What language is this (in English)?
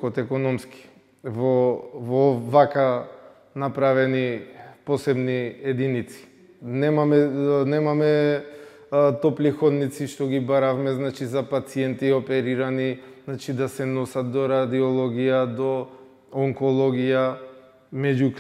Macedonian